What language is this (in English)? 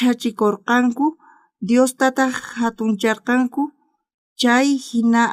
South Bolivian Quechua